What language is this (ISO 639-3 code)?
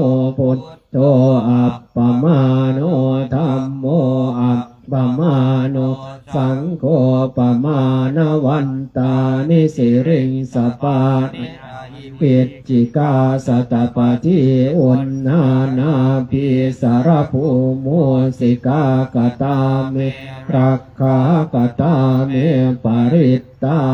pli